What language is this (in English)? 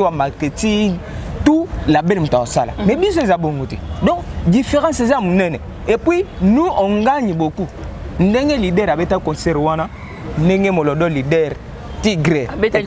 Lingala